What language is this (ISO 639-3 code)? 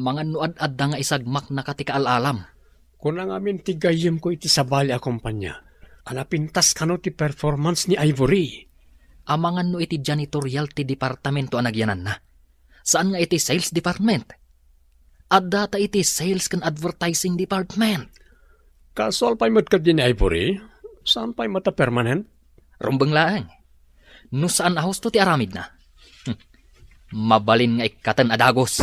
ilo